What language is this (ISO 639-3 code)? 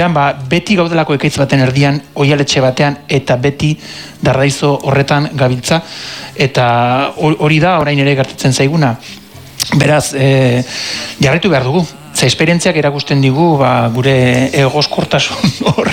eus